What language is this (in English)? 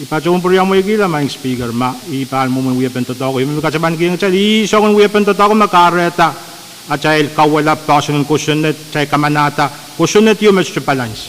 Pohnpeian